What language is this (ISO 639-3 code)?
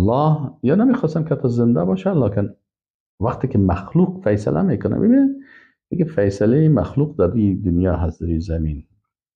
fas